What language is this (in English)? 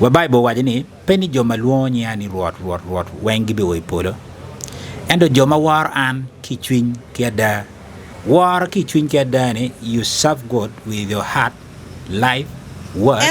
Acoli